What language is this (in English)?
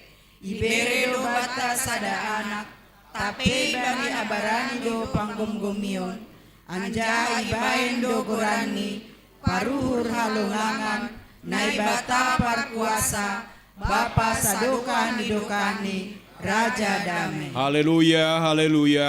Batak Simalungun